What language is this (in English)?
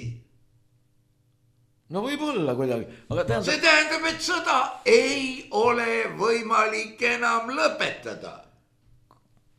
Estonian